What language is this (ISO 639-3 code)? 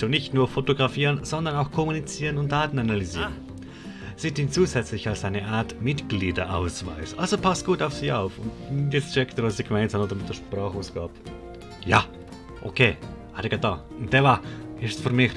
gsw